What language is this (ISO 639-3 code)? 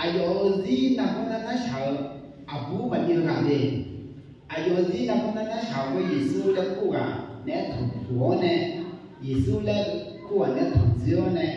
ahk